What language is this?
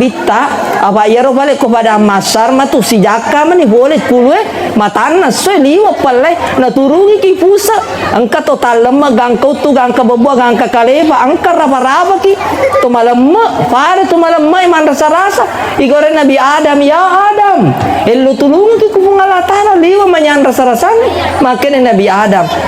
Buginese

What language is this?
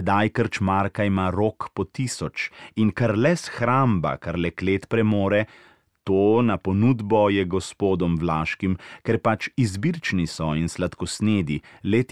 Slovenian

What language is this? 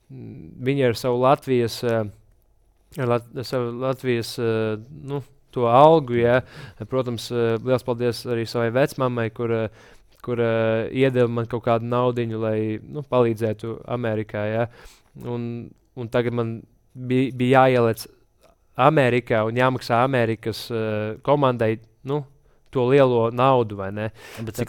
Latvian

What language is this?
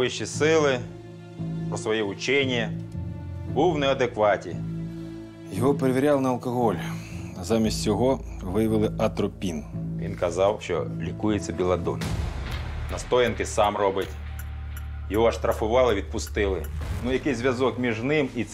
Ukrainian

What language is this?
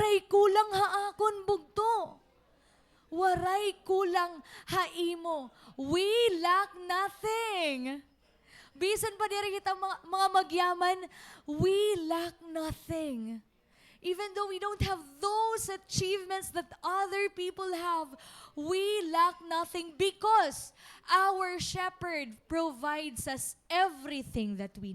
Waray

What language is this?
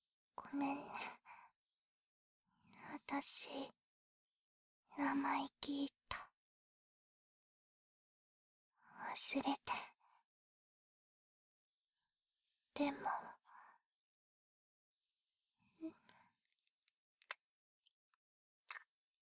Japanese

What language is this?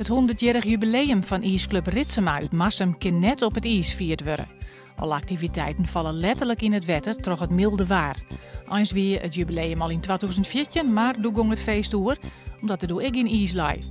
Western Frisian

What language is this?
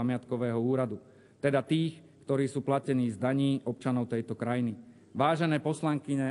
Slovak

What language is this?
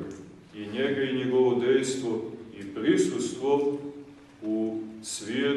Serbian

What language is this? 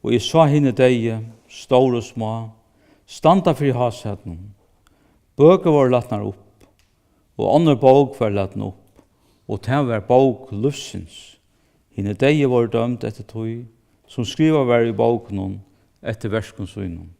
Faroese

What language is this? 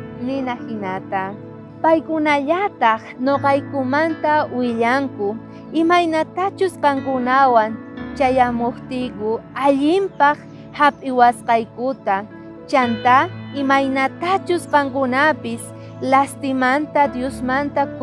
South Bolivian Quechua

